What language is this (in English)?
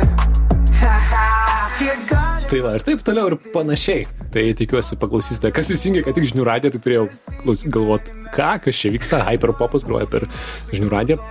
Lithuanian